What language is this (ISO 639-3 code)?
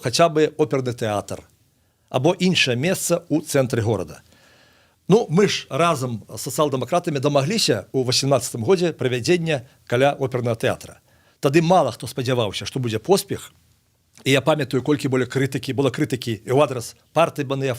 bel